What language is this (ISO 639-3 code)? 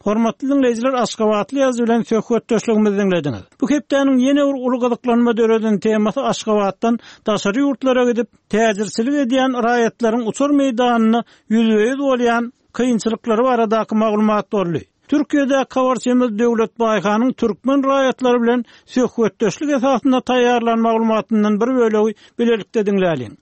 tuk